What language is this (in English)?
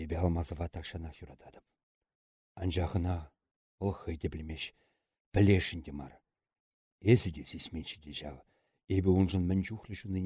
Chuvash